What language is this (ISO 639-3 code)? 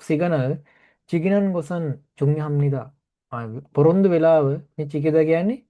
sin